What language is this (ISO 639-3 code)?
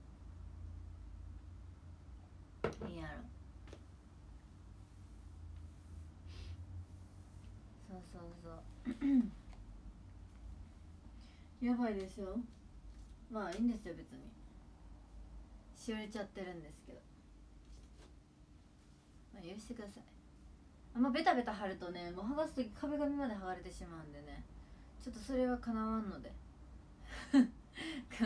jpn